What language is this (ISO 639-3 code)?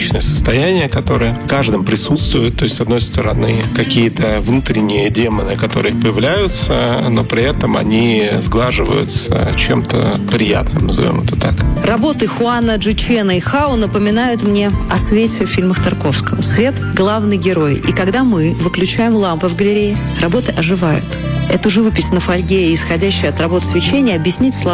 rus